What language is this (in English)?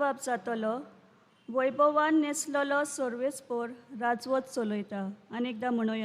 Konkani